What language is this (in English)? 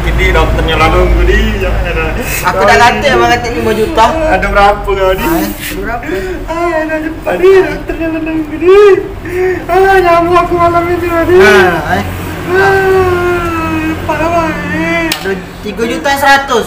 Musi